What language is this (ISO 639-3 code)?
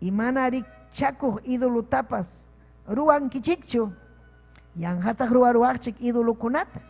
quy